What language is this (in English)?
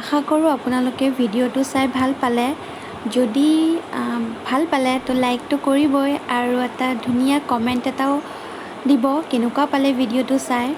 Assamese